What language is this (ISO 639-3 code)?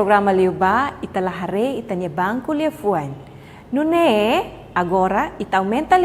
tet